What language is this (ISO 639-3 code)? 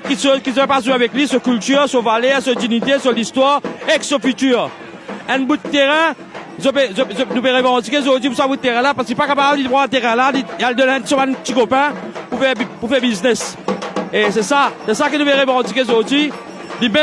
mfe